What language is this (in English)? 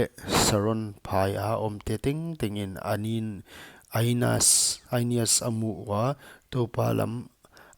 Paite Chin